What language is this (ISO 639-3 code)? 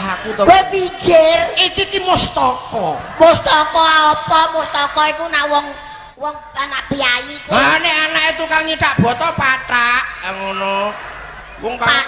jav